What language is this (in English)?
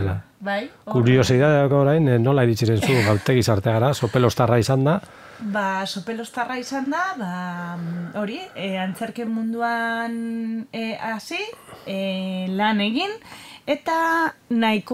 Basque